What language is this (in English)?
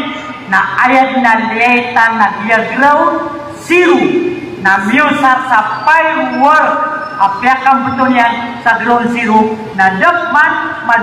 Maranao